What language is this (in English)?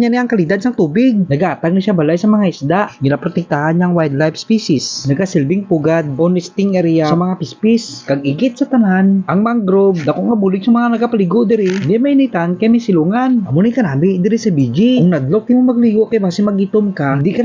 Hiligaynon